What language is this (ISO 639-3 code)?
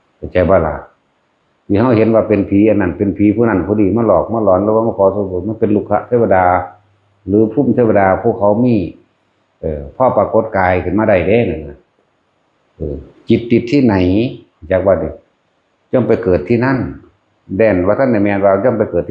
tts